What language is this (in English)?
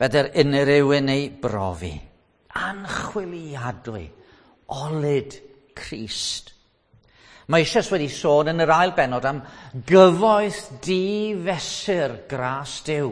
Welsh